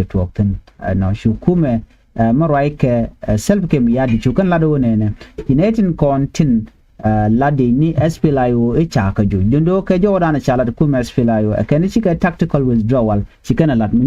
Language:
Nuer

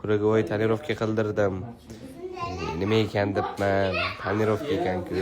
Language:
Uzbek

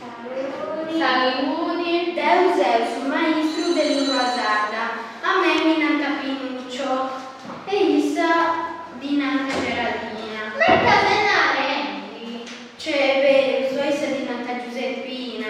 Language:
Sardinian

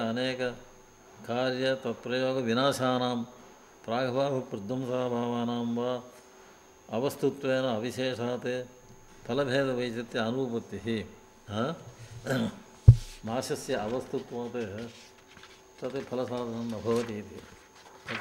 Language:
Sanskrit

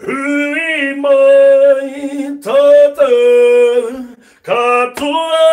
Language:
Māori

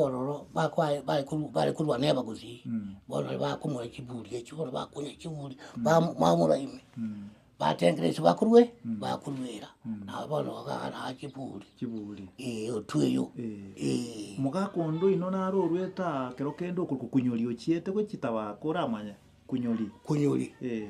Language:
Gusii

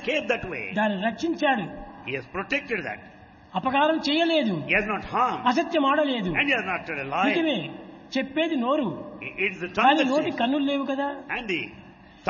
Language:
Telugu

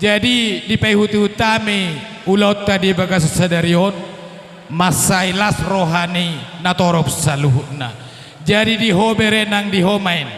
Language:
Batak Toba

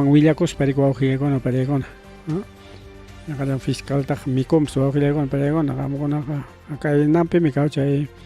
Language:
Ayacucho Quechua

